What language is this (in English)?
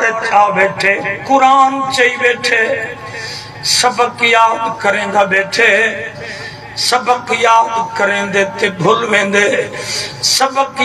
Saraiki